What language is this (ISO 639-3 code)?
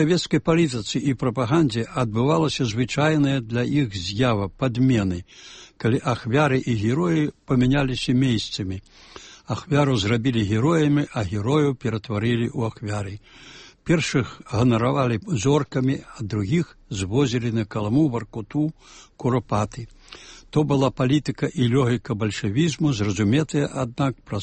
bel